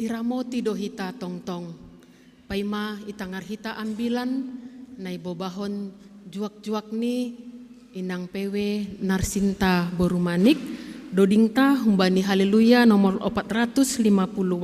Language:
Batak Simalungun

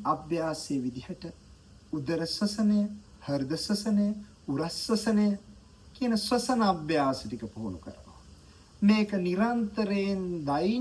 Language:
Sinhala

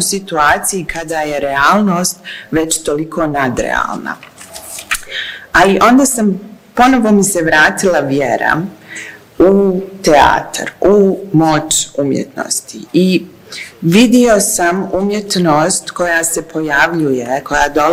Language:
Bosnian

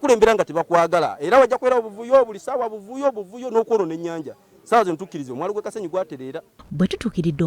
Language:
Ganda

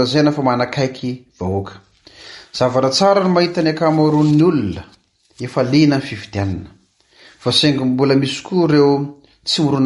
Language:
Malagasy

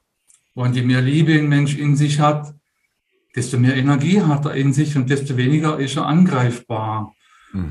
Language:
German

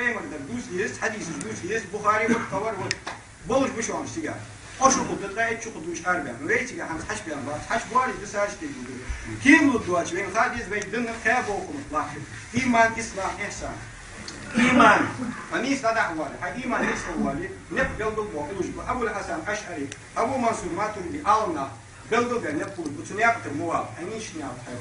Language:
Ingush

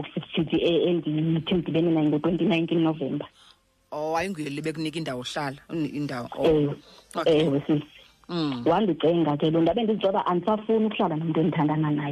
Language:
Xhosa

